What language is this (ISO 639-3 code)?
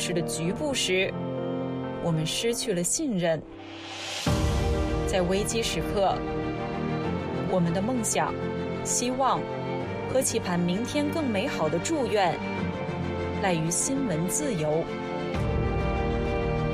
zho